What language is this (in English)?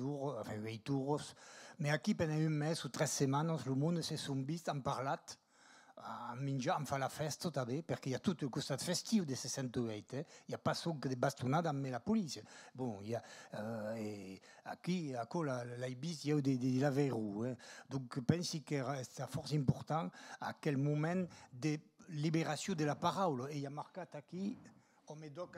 Occitan